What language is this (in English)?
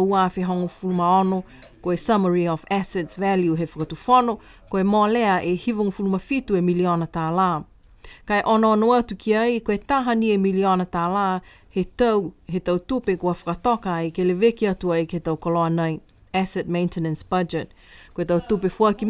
Niuean